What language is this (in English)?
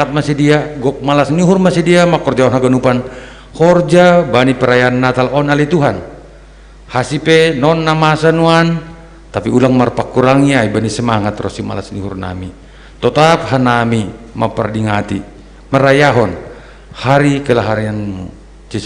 Batak Simalungun